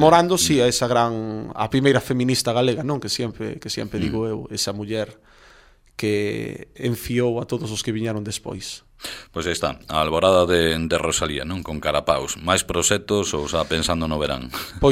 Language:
Galician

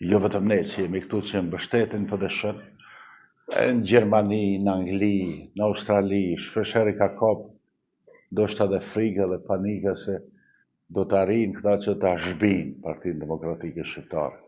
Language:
Albanian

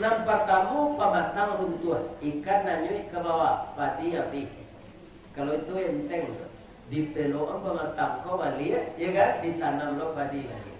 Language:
Minangkabau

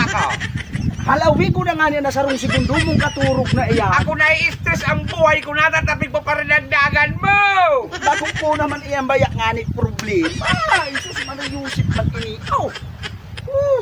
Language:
Bikol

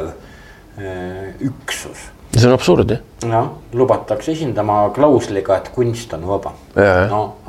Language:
Estonian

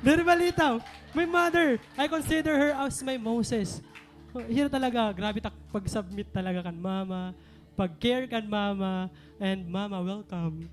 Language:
Waray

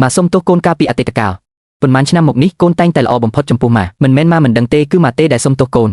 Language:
Khmer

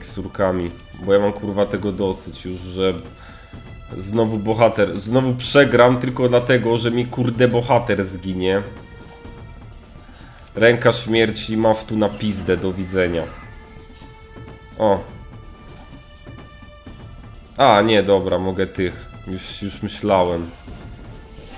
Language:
Polish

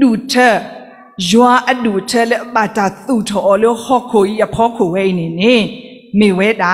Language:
S'gaw Karen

